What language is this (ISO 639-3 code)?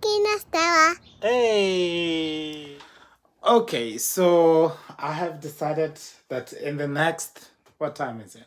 tsn